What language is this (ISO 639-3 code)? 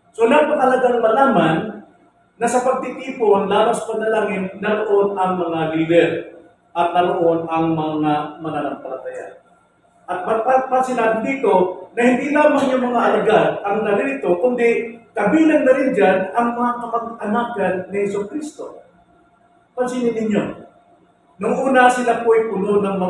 fil